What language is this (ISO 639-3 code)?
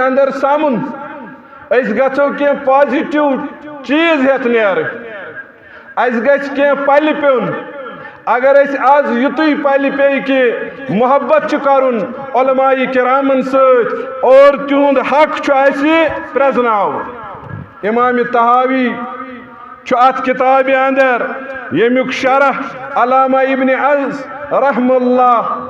kas